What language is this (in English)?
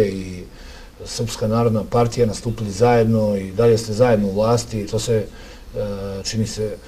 Serbian